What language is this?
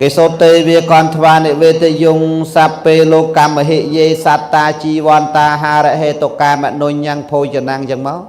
Khmer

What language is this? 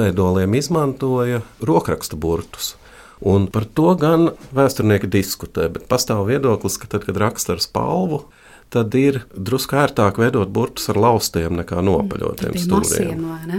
Latvian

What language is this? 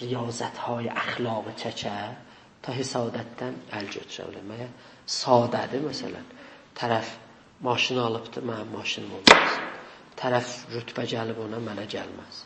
South Azerbaijani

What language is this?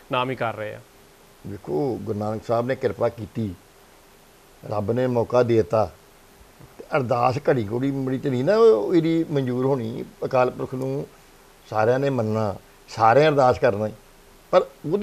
Punjabi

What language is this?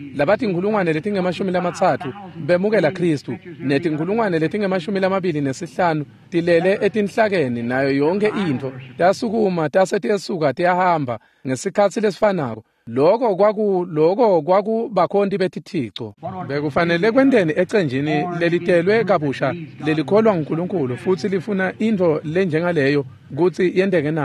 Swati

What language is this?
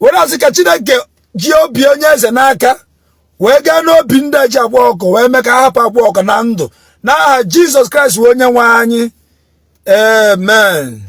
Igbo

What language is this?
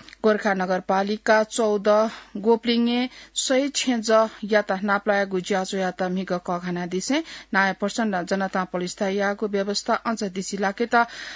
Newari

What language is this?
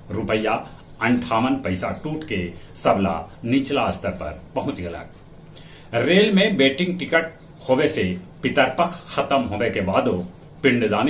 Magahi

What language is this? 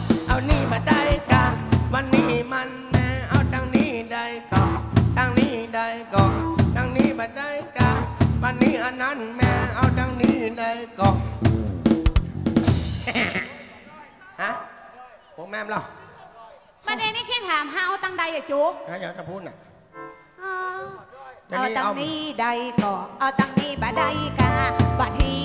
Northern Thai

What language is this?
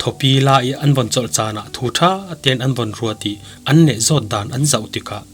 Falam Chin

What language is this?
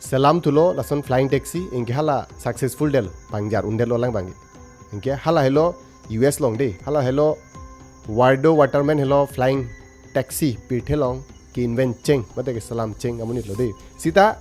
Karbi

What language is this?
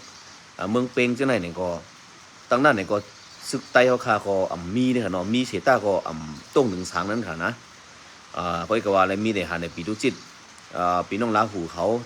Shan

